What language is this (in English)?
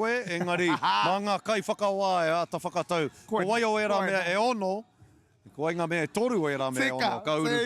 Māori